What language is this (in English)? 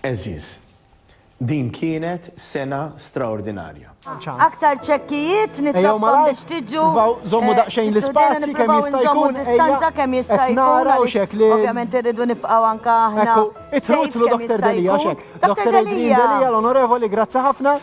Maltese